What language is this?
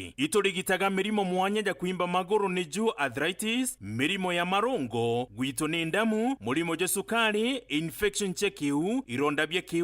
Meru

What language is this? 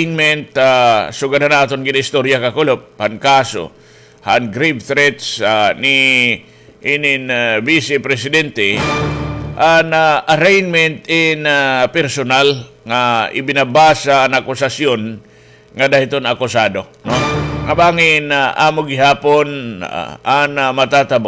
Waray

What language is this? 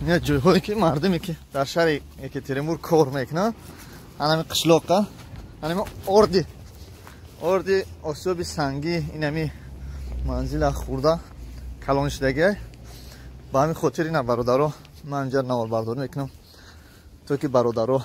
Tajik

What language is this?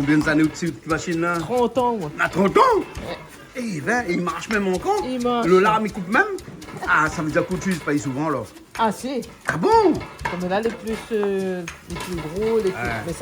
Réunion Creole French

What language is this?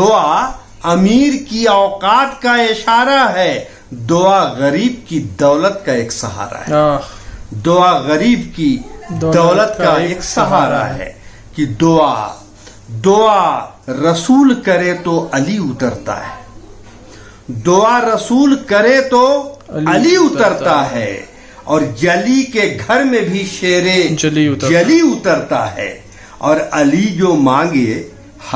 Urdu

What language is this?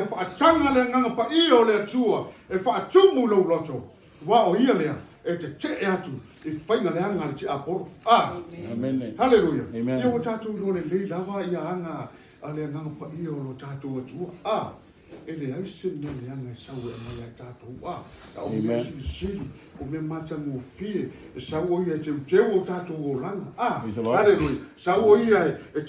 Samoan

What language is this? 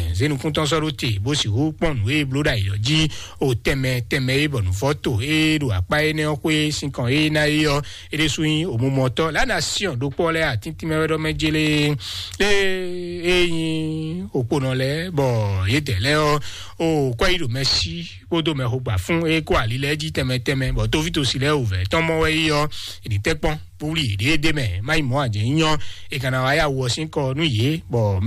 Fon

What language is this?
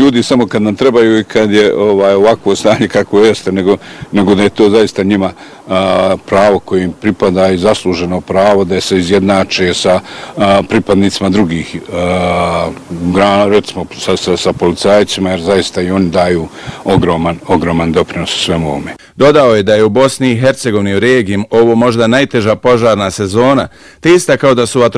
Bosnian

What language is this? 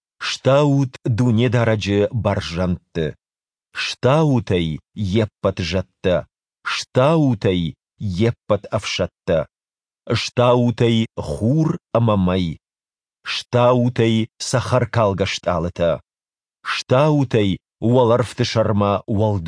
Ossetic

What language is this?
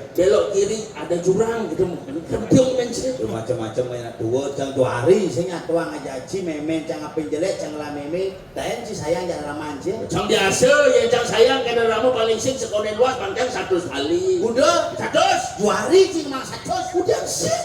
Balinese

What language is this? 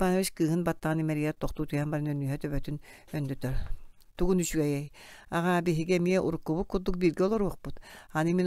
Yakut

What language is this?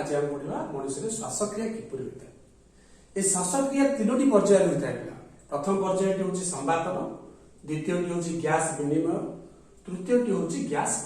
Odia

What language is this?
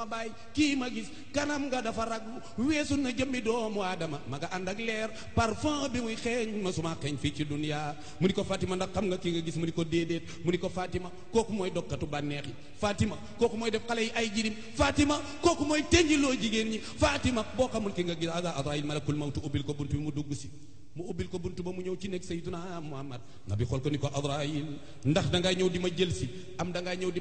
Wolof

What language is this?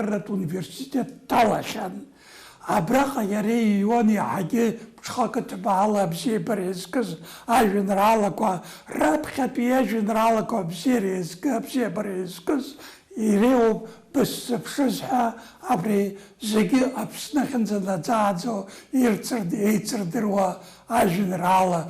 Abkhazian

